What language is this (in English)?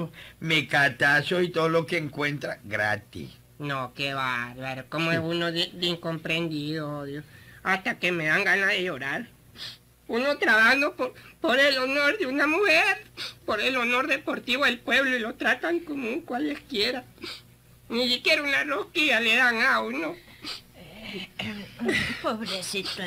Spanish